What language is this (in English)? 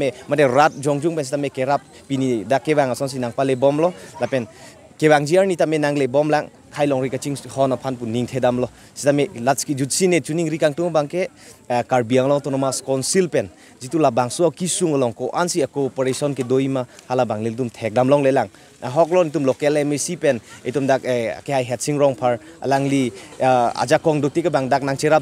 Karbi